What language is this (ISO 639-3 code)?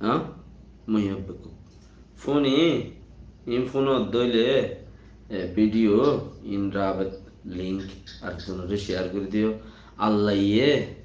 rhg